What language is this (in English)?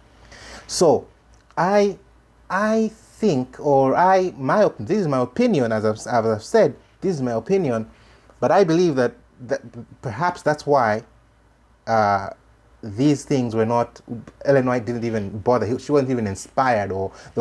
English